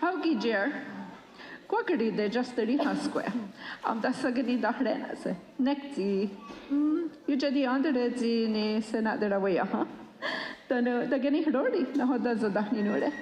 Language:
Mohawk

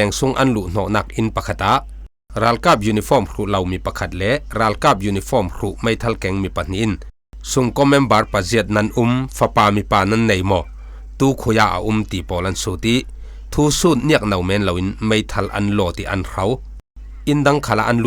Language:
Falam Chin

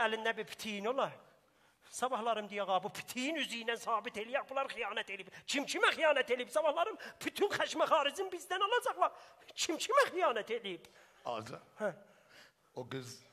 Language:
South Azerbaijani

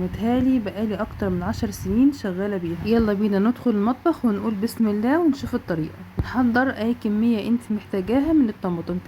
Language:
Egyptian Arabic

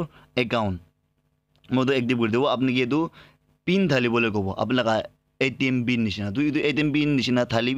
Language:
Naga Pidgin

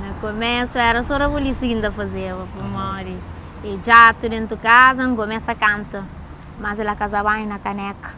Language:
Kabuverdianu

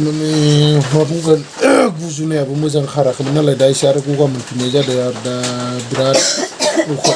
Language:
Bodo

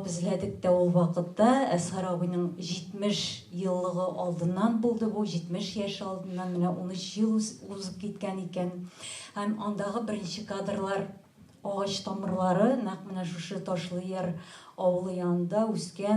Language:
Tatar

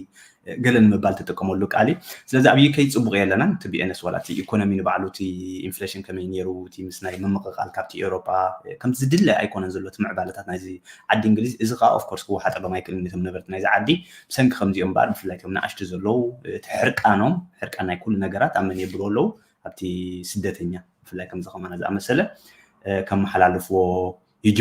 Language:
Tigrinya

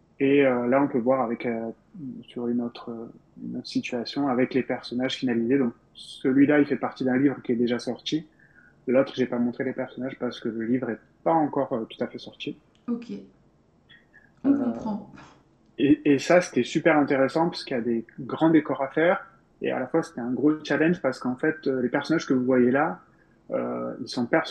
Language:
French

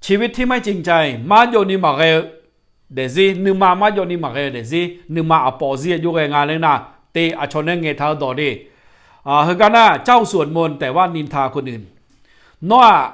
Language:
Akha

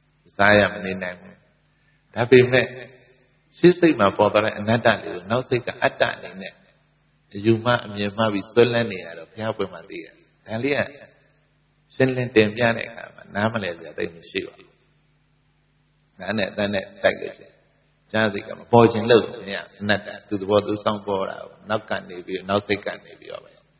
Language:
Burmese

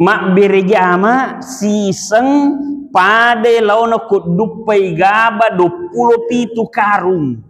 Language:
Buginese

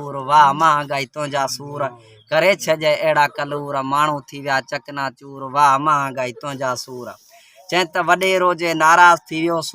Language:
Sindhi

